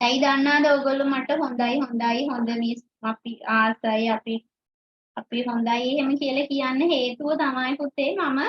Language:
Sinhala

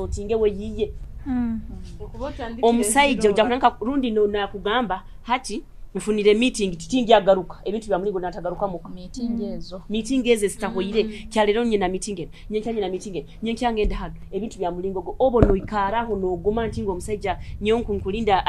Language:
Nyoro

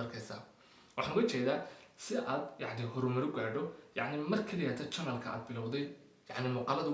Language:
Somali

